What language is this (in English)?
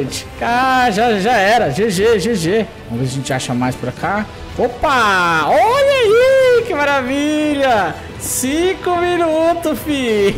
Portuguese